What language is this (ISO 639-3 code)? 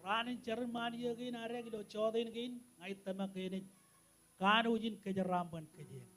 mah